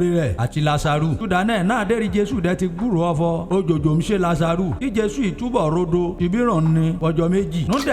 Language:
Yoruba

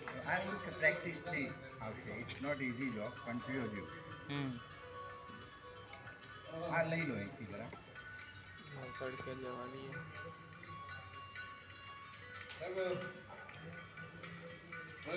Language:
Gujarati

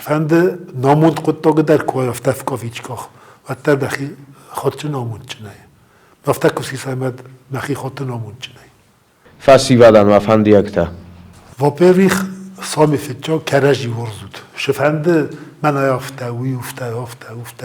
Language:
Ossetic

